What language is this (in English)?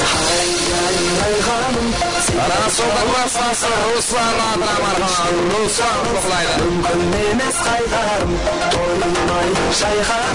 Kara-Kalpak